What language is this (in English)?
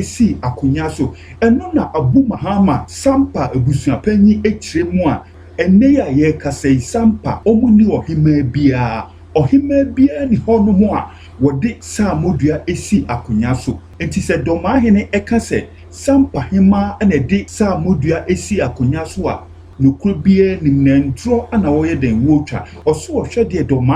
Akan